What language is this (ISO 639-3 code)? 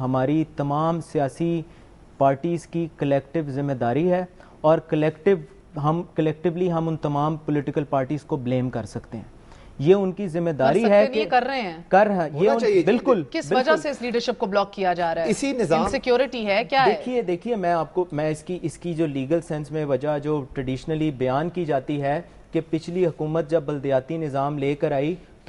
urd